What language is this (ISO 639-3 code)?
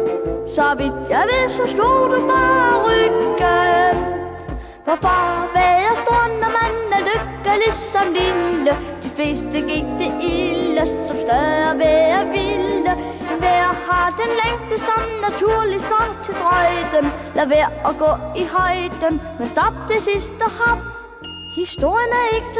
dan